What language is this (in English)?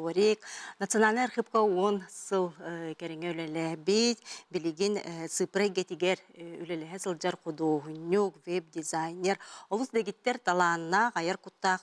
Yakut